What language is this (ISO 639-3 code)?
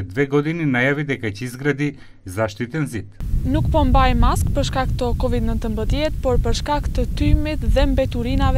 mkd